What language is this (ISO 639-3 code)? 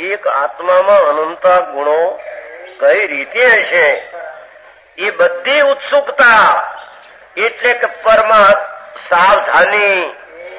guj